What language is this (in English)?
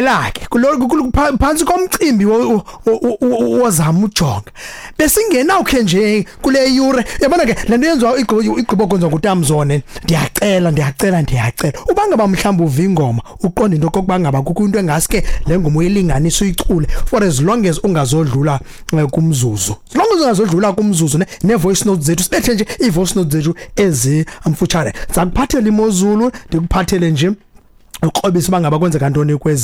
Xhosa